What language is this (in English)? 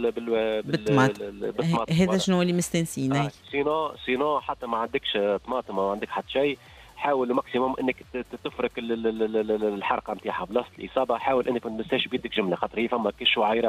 Tunisian Arabic